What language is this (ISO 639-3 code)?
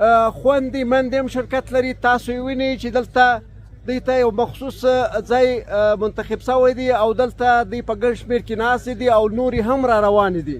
pus